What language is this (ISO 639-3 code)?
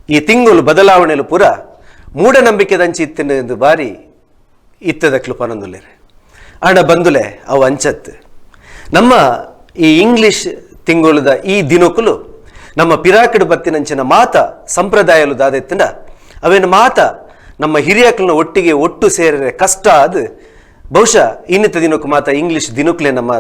tcy